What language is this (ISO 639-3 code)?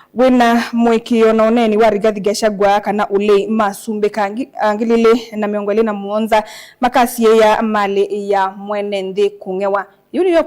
kam